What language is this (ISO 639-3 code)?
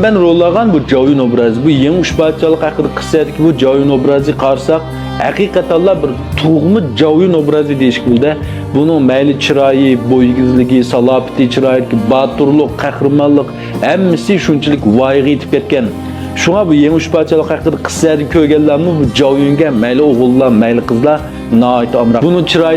uig